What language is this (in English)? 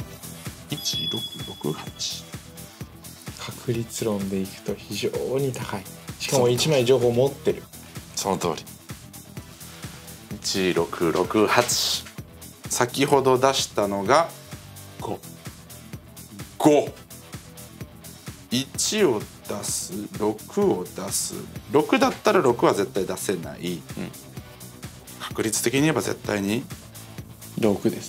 Japanese